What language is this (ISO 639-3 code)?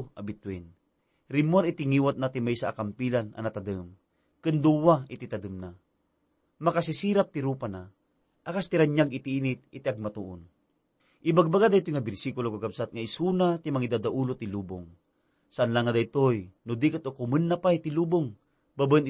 ilo